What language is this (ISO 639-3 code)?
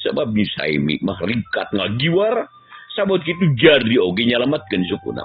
sun